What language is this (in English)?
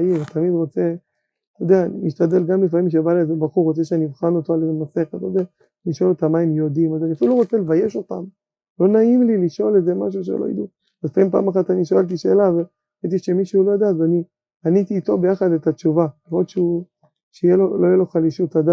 Hebrew